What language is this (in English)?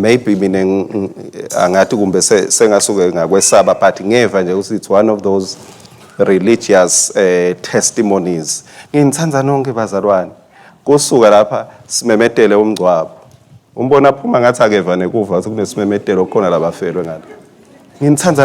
Swati